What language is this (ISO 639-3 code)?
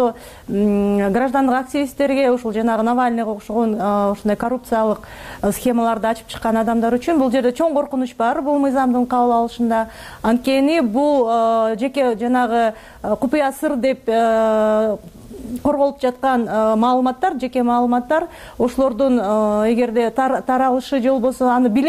kir